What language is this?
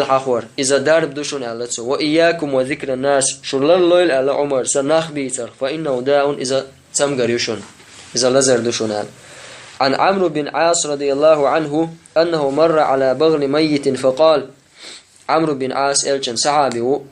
Chechen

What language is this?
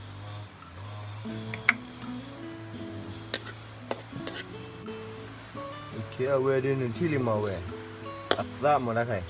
S'gaw Karen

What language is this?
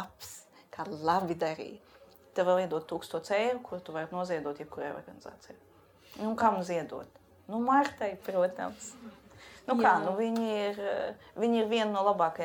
Latvian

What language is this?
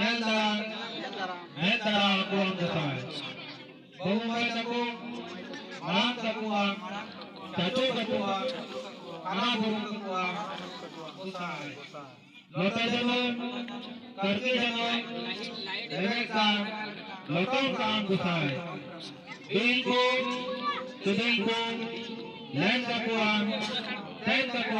Santali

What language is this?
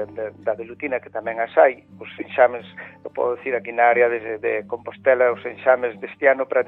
Galician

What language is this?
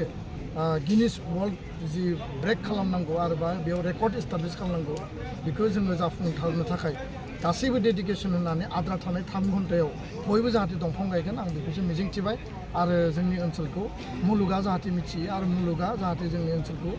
Bodo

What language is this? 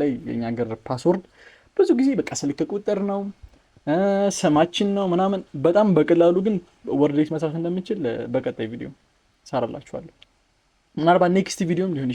Amharic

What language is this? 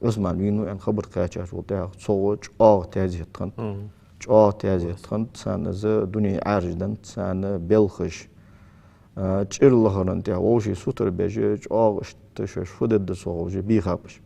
Ingush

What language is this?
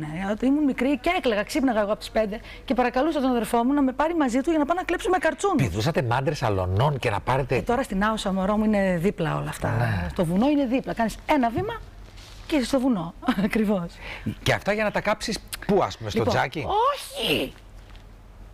Greek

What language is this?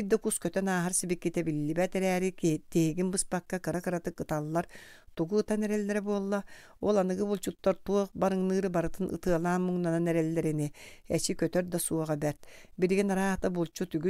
Yakut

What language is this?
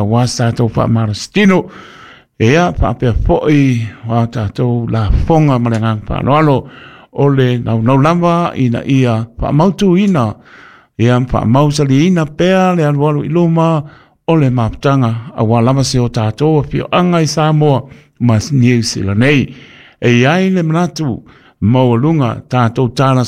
Samoan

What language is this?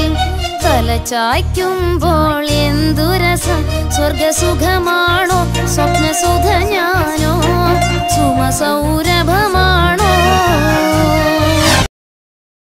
Malayalam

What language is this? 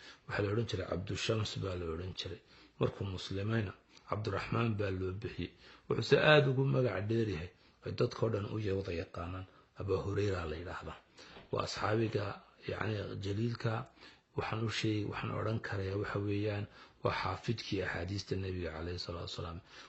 Somali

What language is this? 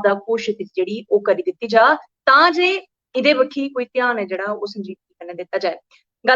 Dogri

